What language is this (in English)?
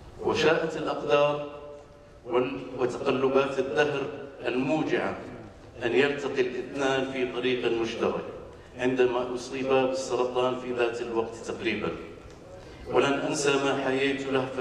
Arabic